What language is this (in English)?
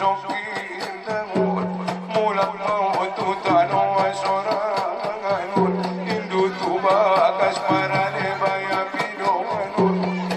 Batak Angkola